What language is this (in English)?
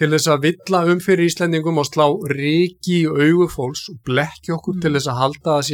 Icelandic